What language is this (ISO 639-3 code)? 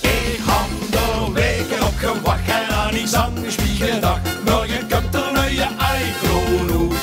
lim